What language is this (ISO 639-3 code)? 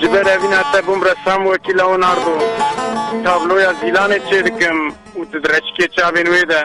kur